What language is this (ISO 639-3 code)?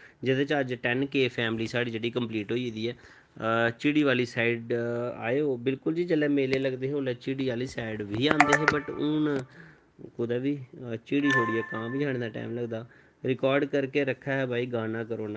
doi